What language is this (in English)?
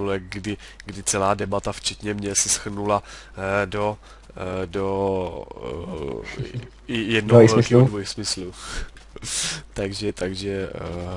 Czech